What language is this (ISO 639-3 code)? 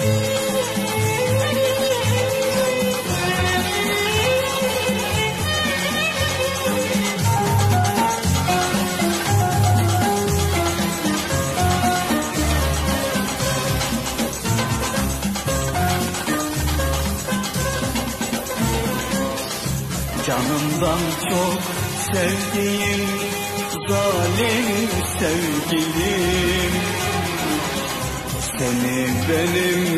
tur